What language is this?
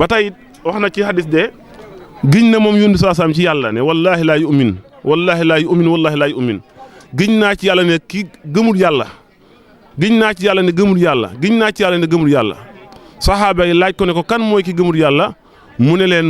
Wolof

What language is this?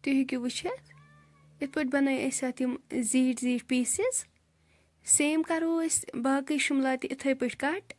Kashmiri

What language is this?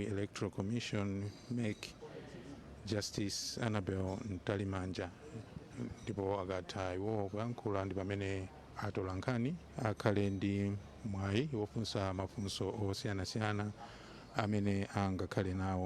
Nyanja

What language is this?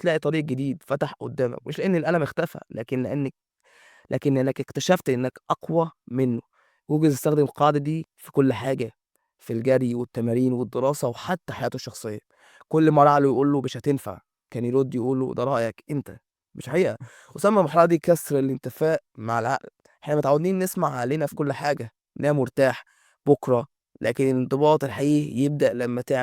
Egyptian Arabic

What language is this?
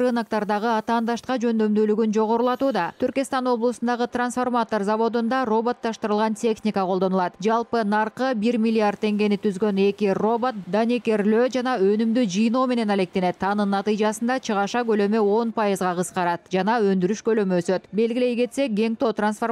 Kyrgyz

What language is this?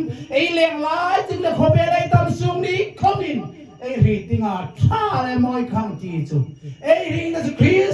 Hmar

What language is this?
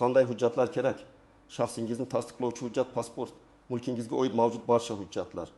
Uzbek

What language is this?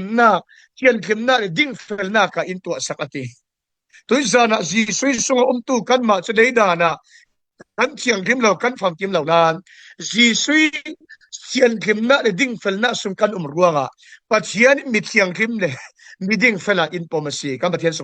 Falam Chin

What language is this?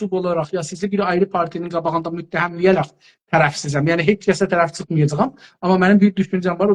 South Azerbaijani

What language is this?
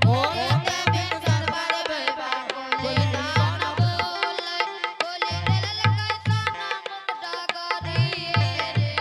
Angika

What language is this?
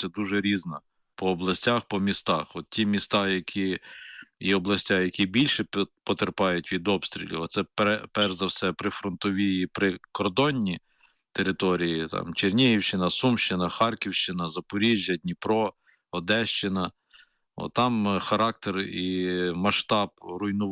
Ukrainian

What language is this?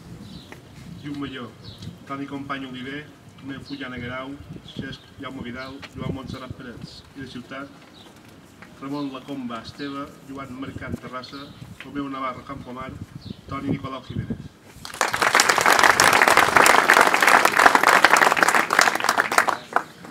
Catalan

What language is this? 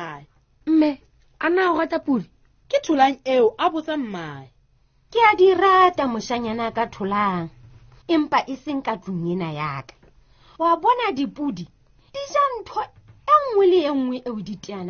Southern Sotho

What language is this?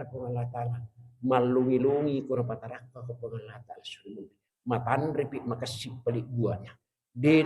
Buginese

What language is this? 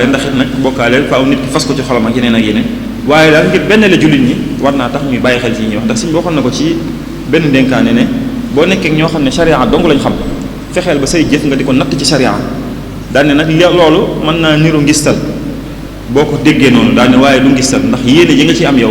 Wolof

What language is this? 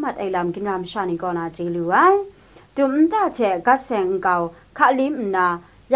Kachin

